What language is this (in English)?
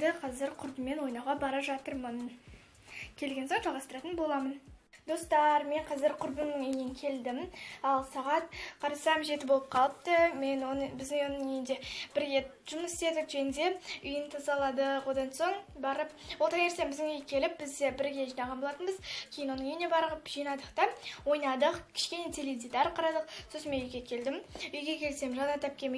Kazakh